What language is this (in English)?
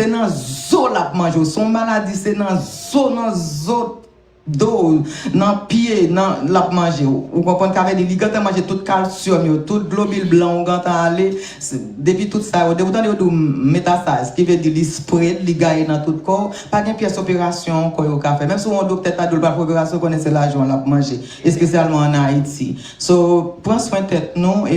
Haitian Creole